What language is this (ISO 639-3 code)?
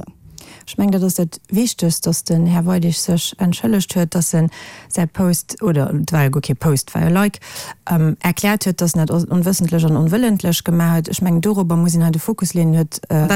ltz